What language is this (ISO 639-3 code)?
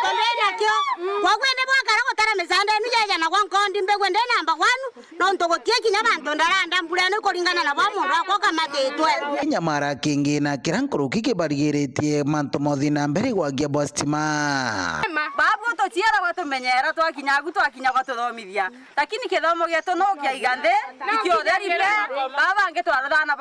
mer